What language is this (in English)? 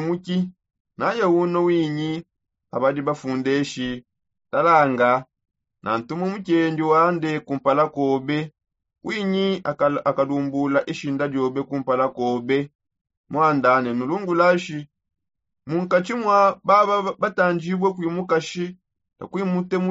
Songe